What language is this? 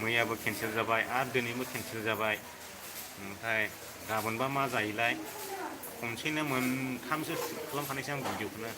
Bodo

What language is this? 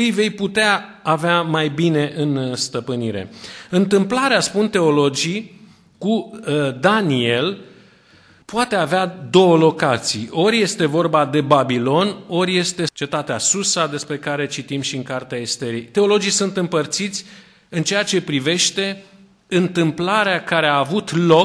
Romanian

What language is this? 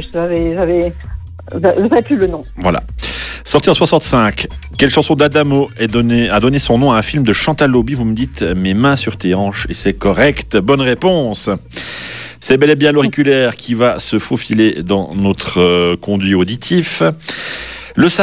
French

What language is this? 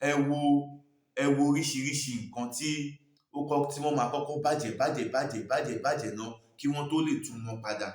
Yoruba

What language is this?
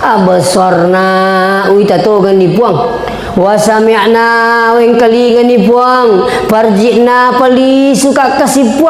Buginese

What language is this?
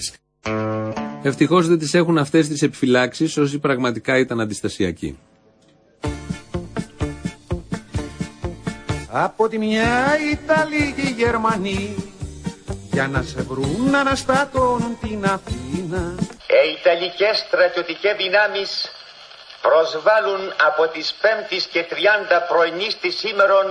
Greek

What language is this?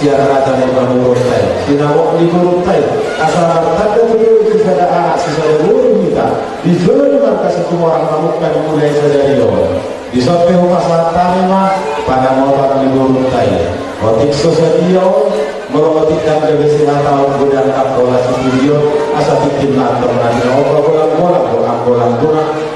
Batak Toba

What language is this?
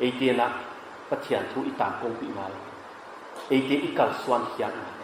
Paite Chin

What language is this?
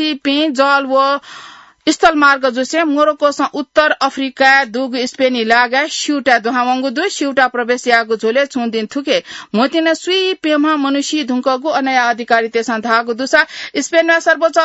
Newari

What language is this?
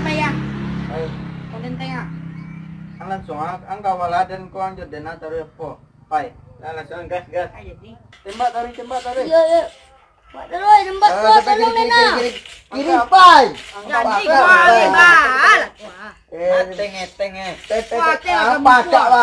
Minangkabau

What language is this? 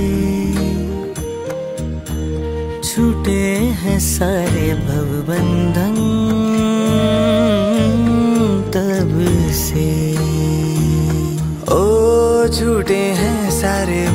Hindi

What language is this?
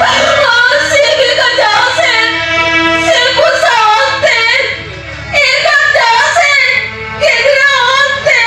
Santali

